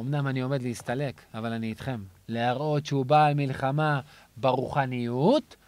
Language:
Hebrew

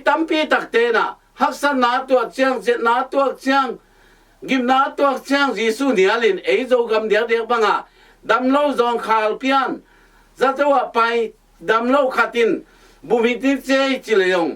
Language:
Tedim Chin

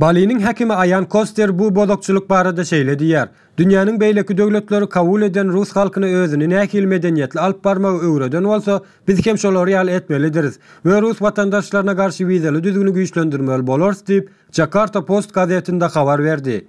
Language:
Turkmen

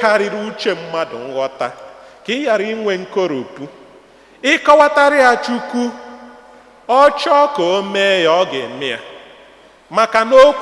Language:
Igbo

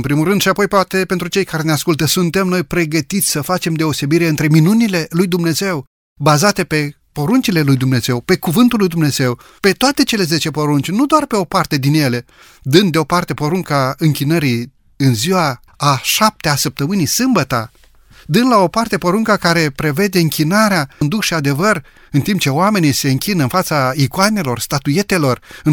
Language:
Romanian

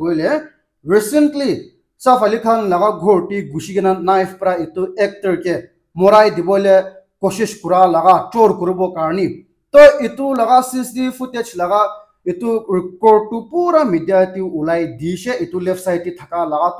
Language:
Naga Pidgin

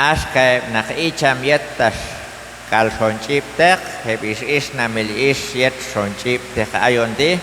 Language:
Q'anjob'al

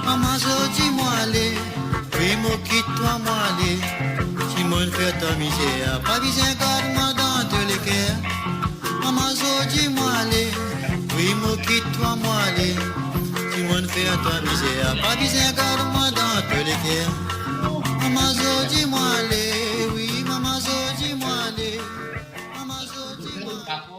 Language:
Morisyen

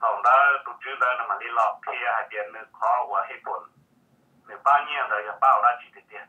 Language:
Hmong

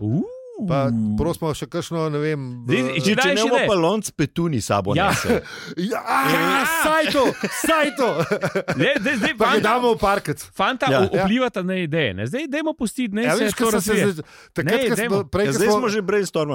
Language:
Slovenian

